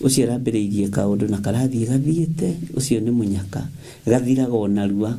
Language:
Kikuyu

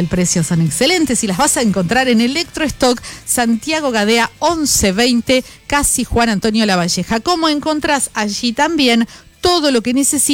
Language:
Spanish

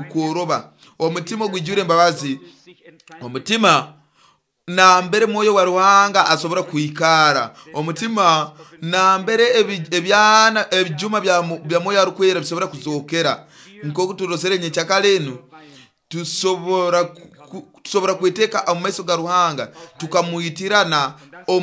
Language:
Nyoro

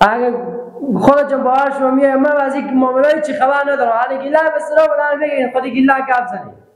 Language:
Persian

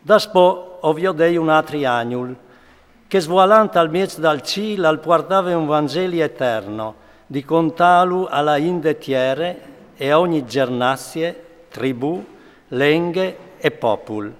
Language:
Friulian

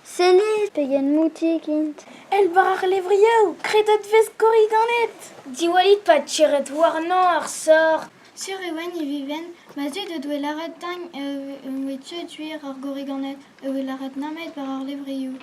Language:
Breton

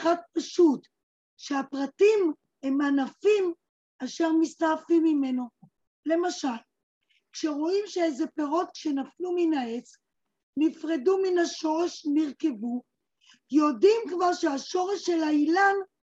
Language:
Hebrew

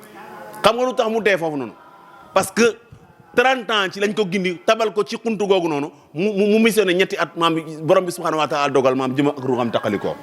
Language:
Wolof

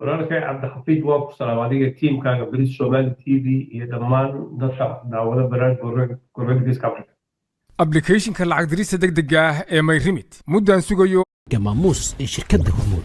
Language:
Somali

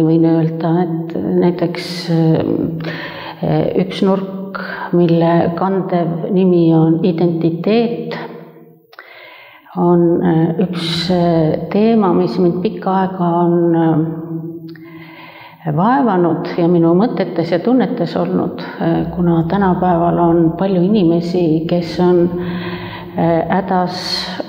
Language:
Estonian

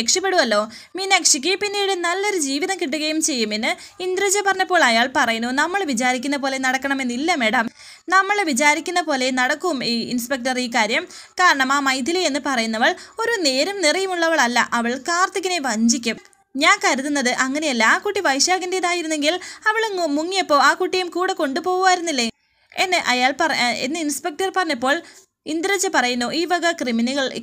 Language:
Malayalam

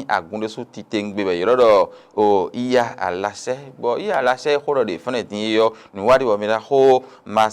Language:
Fon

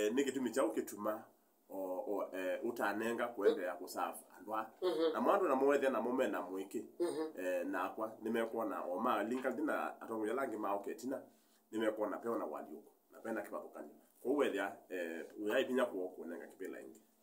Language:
Kamba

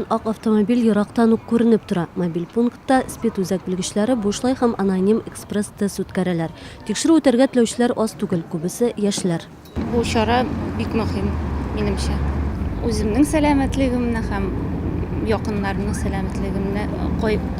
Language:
Tatar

